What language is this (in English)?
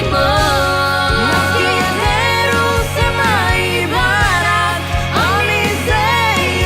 Tetum